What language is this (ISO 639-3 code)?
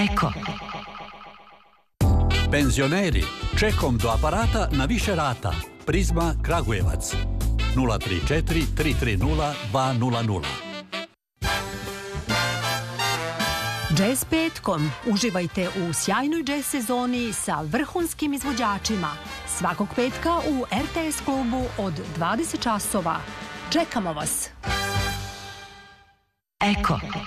srp